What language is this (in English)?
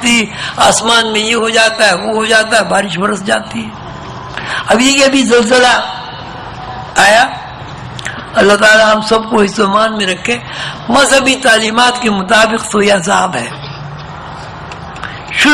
Urdu